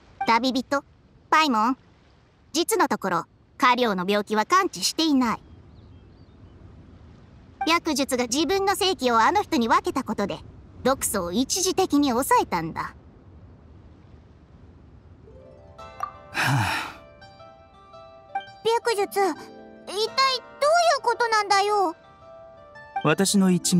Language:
Japanese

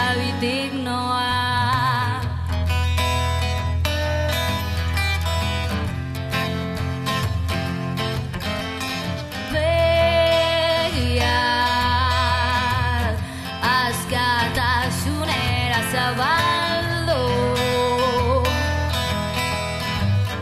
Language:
Basque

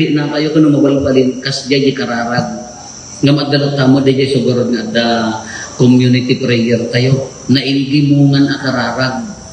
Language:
Iloko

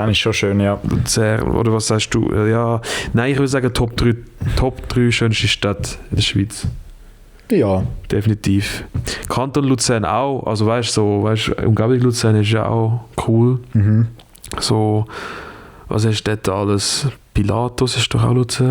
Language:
Swiss German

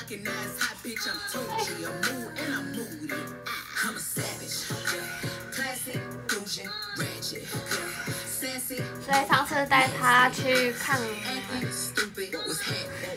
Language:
Chinese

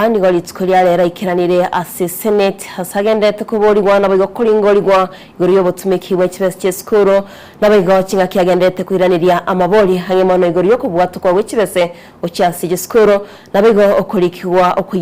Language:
Gusii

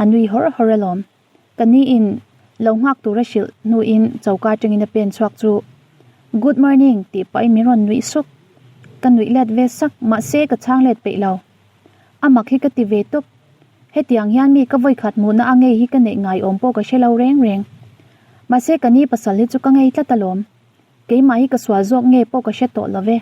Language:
Mizo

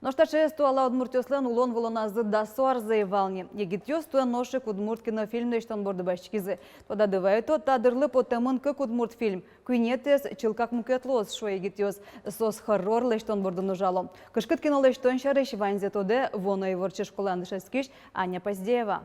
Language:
Udmurt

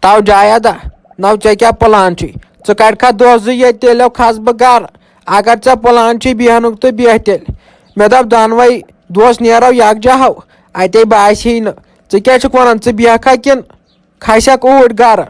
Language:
Kashmiri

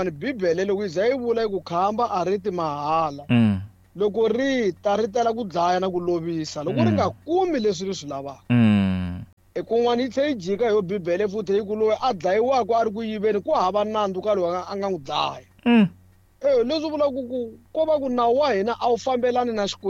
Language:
Tsonga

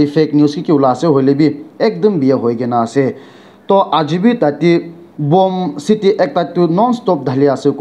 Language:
Naga Pidgin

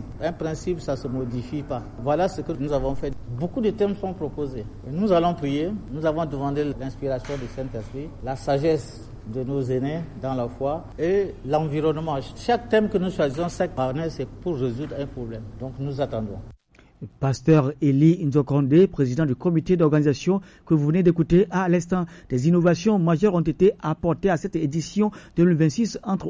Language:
French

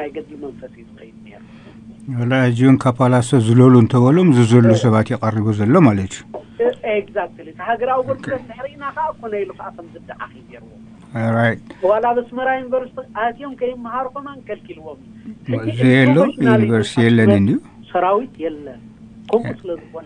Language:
Tigrinya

